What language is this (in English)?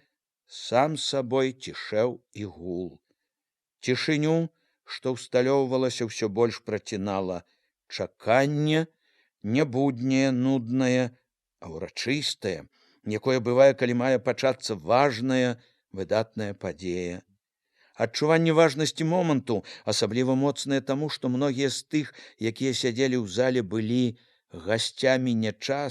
Belarusian